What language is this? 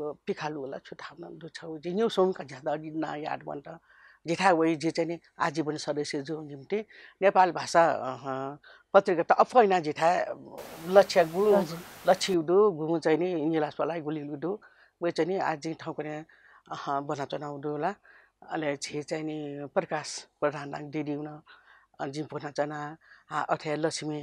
Newari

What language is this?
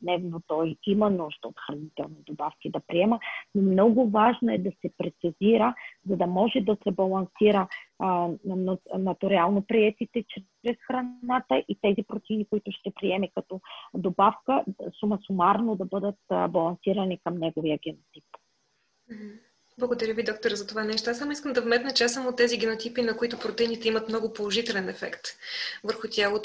Bulgarian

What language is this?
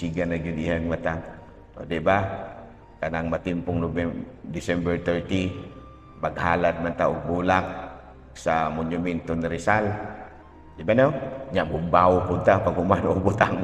Cebuano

